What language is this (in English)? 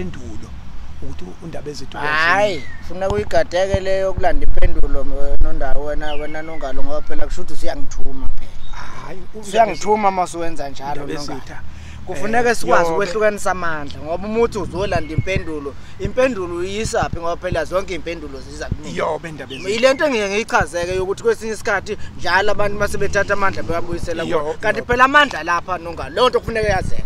Zulu